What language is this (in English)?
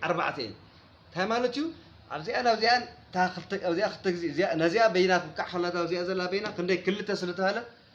Tigrinya